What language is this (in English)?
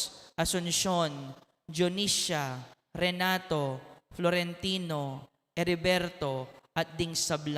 Pampanga